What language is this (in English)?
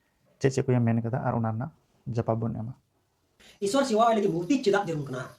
Santali